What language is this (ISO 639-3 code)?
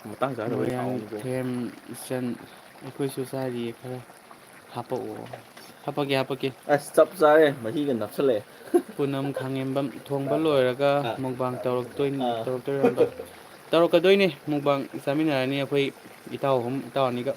mni